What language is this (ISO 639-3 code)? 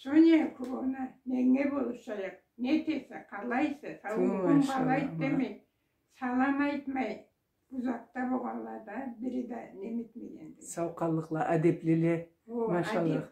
krc